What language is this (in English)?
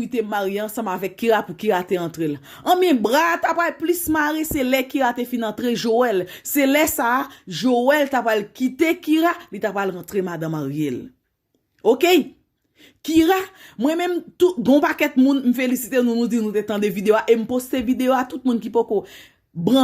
Haitian Creole